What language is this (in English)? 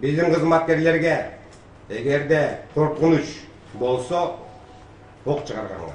Kyrgyz